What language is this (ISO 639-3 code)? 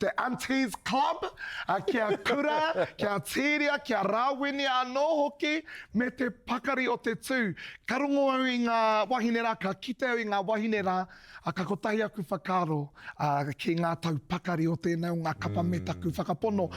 mri